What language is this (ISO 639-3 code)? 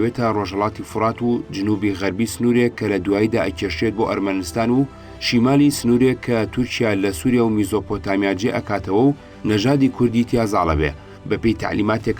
ckb